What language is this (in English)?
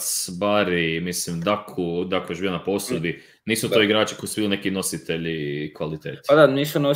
Croatian